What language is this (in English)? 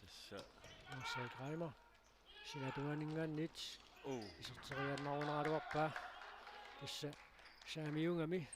Kalaallisut